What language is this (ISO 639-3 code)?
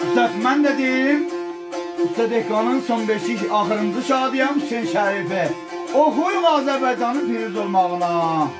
azb